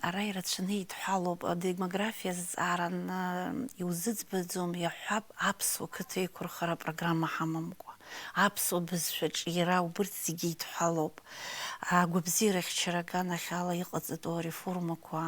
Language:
Abkhazian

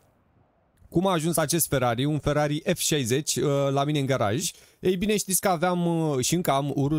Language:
Romanian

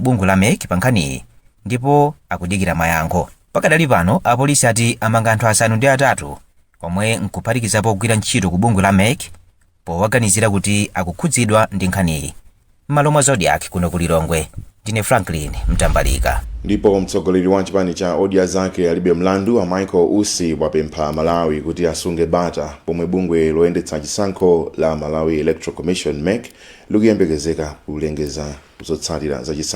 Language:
Nyanja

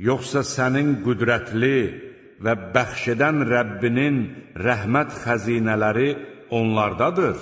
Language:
Azerbaijani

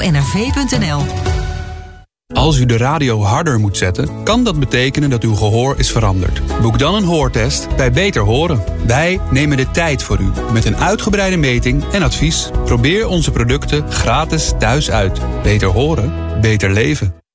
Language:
Dutch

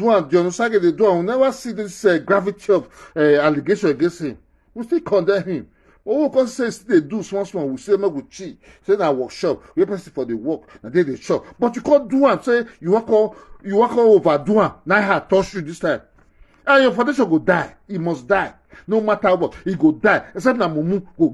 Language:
Nigerian Pidgin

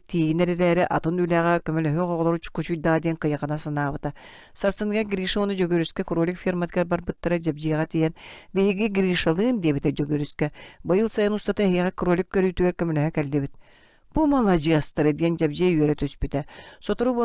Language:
Yakut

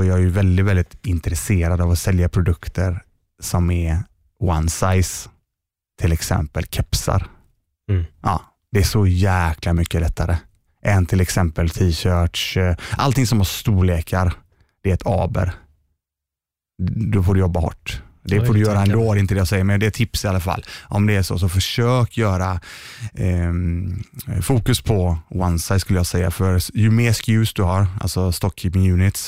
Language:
Swedish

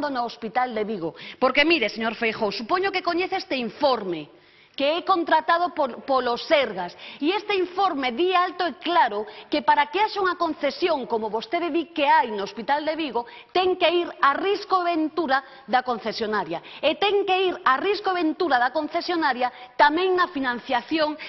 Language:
Galician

